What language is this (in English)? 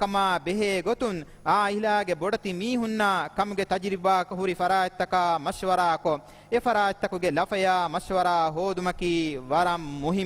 Divehi